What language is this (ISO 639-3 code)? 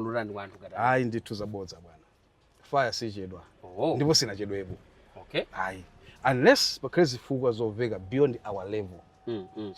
nya